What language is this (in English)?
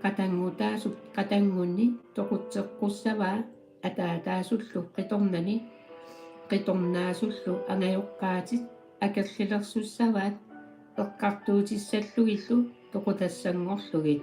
Kalaallisut